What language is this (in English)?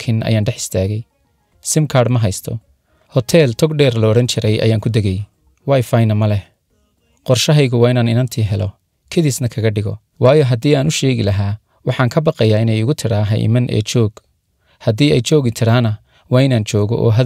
Somali